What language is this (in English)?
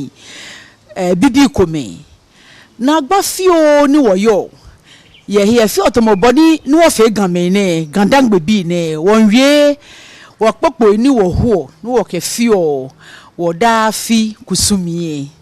Ga